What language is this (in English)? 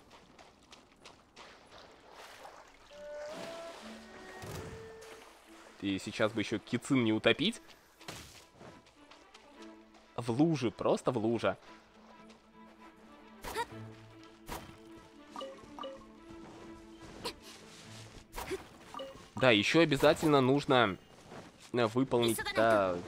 Russian